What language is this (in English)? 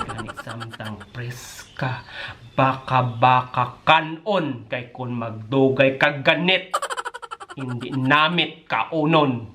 Hiligaynon